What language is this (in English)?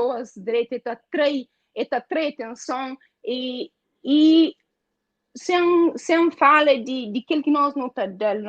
Kabuverdianu